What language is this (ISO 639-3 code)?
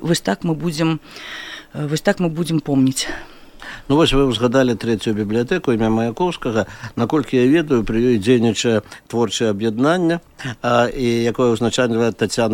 bel